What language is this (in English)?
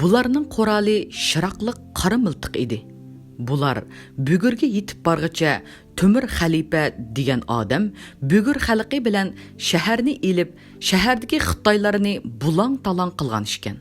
Uyghur